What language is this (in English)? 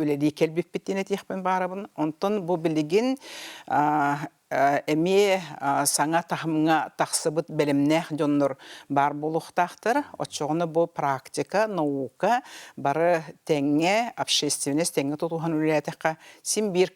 Yakut